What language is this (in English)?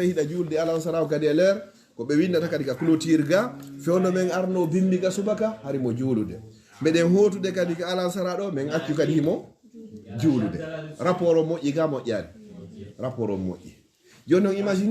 Fula